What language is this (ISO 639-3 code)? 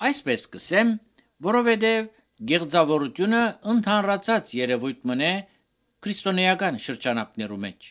hye